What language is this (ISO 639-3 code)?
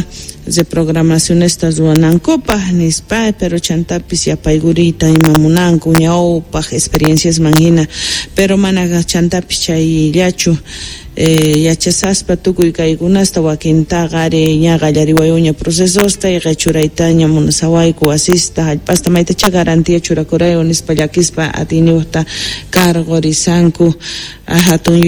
quh